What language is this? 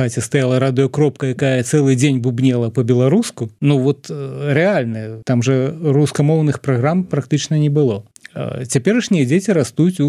Belarusian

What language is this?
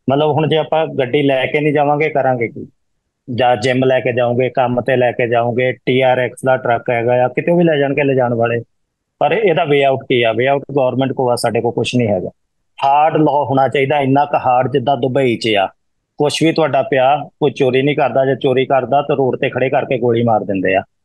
Punjabi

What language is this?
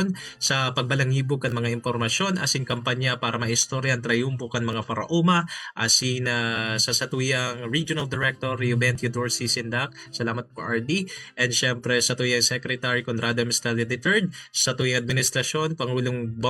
Bikol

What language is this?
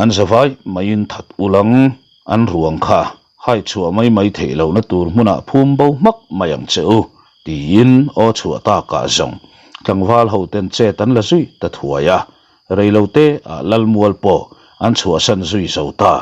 Mizo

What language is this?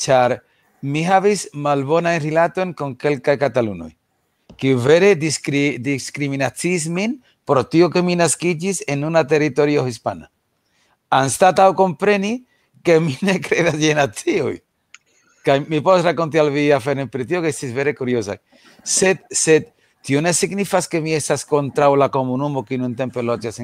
Esperanto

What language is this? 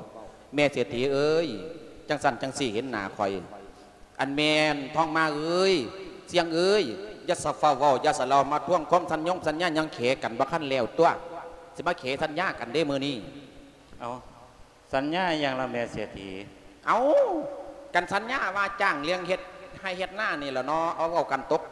Lao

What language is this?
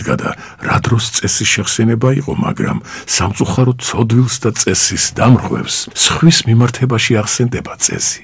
Georgian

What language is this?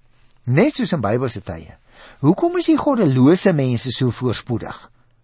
Afrikaans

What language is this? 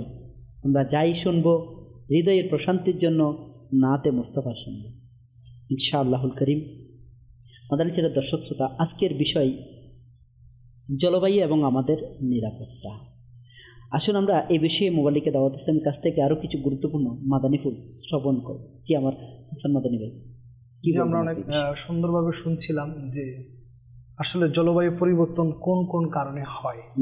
Bangla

